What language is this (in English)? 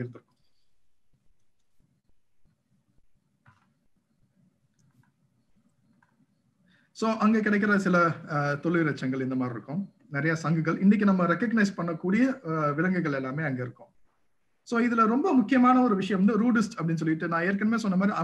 Tamil